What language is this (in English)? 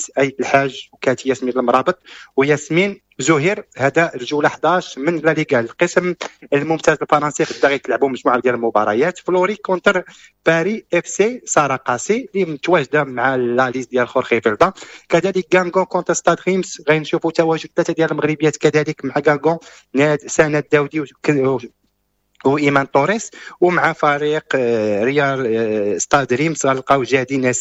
Moroccan Arabic